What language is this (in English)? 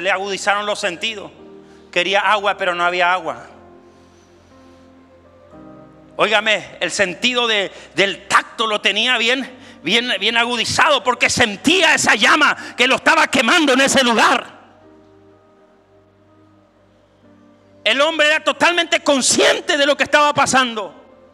Spanish